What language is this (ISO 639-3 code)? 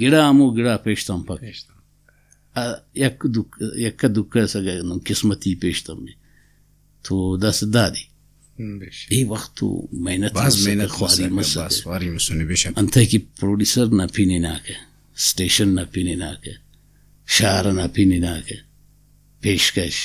brh